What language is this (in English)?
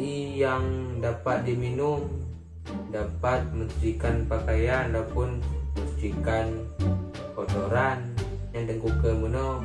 Achinese